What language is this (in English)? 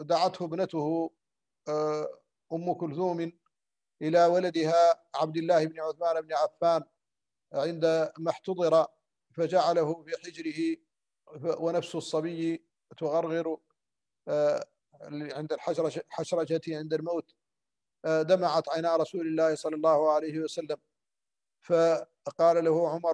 Arabic